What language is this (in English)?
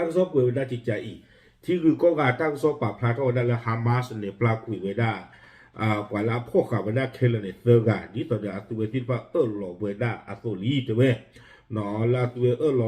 S'gaw Karen